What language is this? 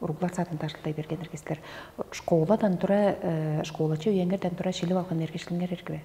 Tuvinian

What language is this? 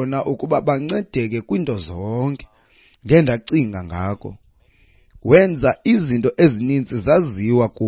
Xhosa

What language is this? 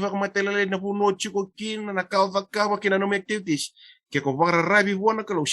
Fijian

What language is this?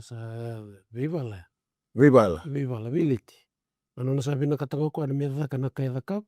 Fijian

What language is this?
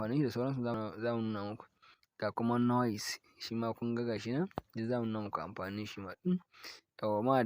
Hausa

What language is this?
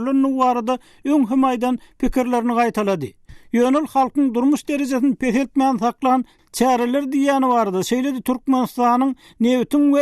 Turkmen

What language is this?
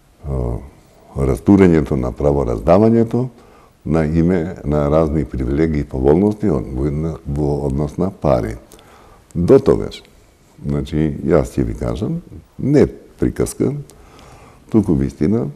Macedonian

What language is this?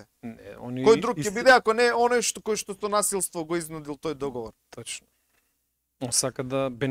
Macedonian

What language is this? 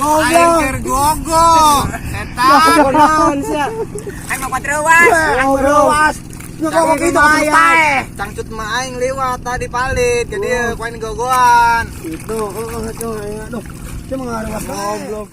Sundanese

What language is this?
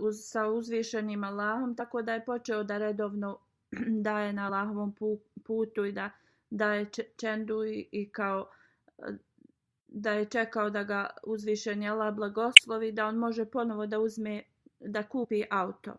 Bosnian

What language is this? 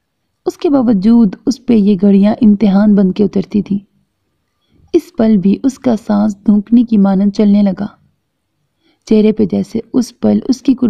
Urdu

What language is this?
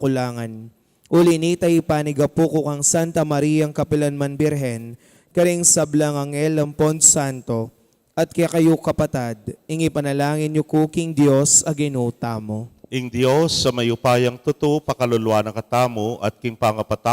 Pampanga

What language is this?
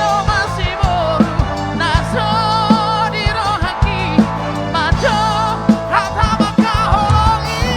Batak Toba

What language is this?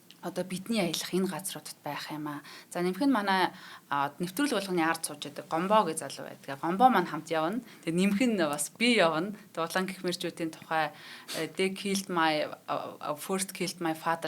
Mongolian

